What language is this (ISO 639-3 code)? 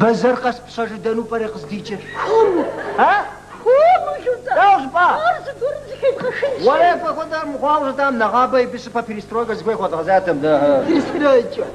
kbd